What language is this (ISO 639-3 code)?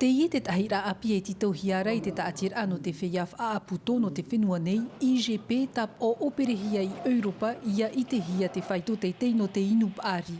tah